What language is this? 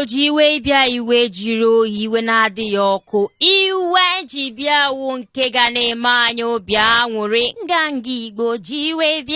Igbo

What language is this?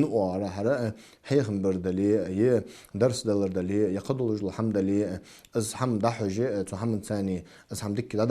Ingush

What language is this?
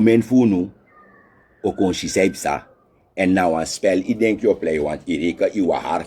Sranan Tongo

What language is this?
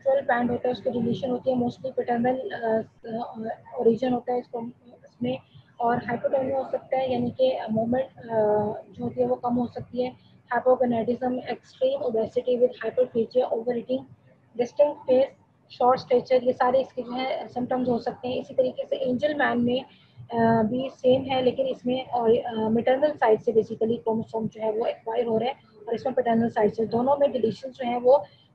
Hindi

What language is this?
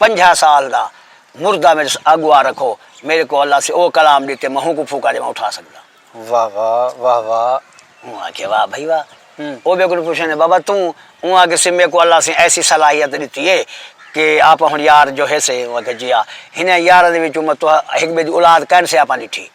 Saraiki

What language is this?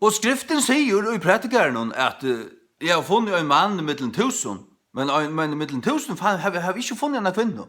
Faroese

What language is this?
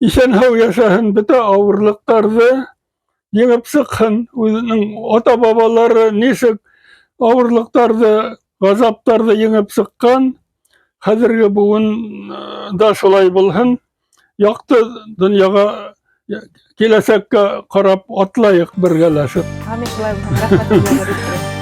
Bashkir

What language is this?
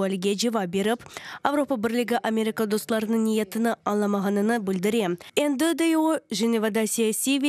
Crimean Tatar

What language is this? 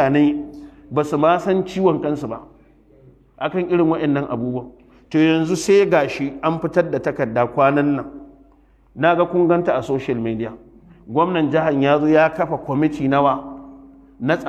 Hausa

